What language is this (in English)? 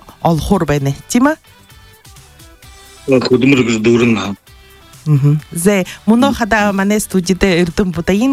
Buriat